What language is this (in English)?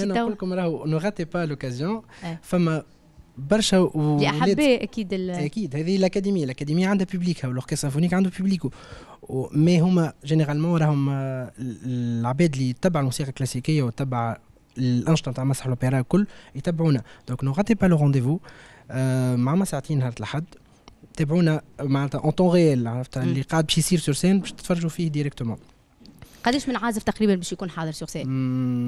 Tunisian Arabic